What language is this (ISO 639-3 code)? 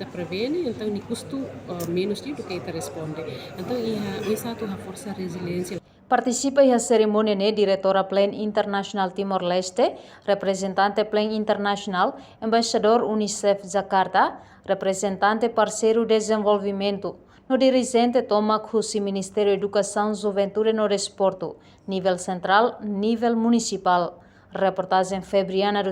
tet